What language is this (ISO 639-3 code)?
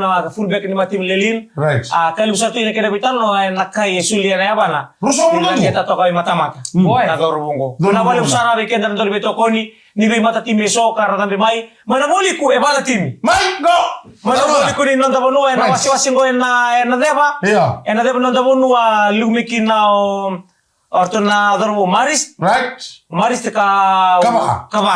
fij